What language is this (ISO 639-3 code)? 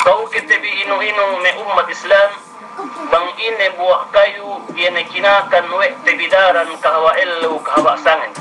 yka